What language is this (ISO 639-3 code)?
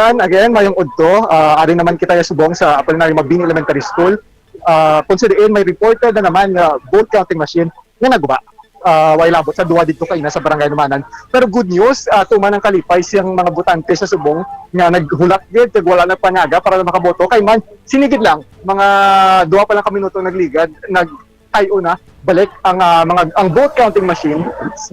hil